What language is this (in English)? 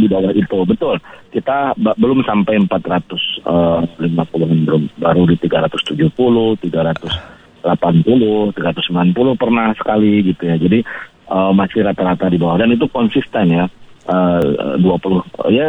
Indonesian